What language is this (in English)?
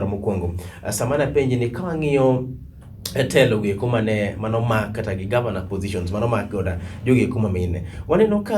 Luo (Kenya and Tanzania)